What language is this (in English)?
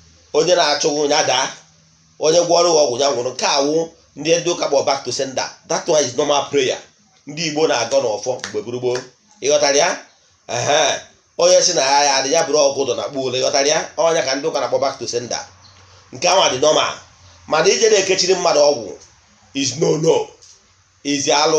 Igbo